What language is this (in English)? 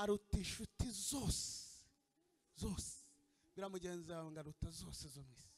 Kinyarwanda